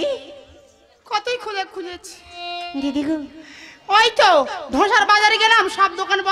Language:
Bangla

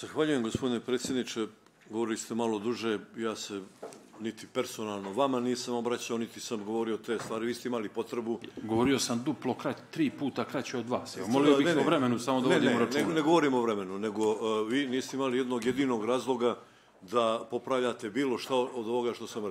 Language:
Bosnian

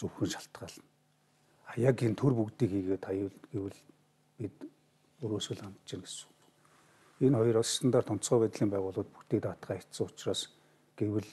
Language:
Mongolian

